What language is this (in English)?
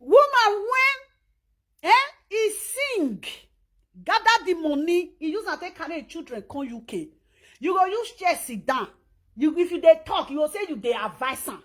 Nigerian Pidgin